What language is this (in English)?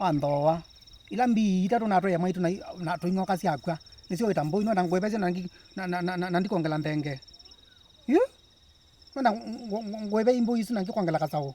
Kamba